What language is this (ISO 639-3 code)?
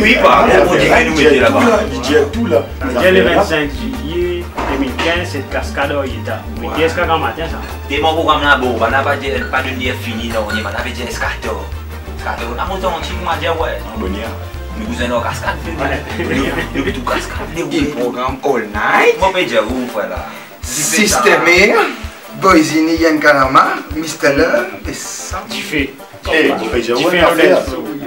mfe